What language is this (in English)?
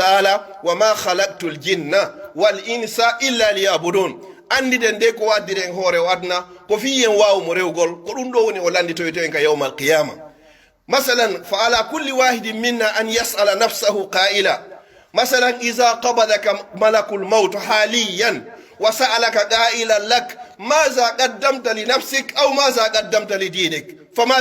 Pular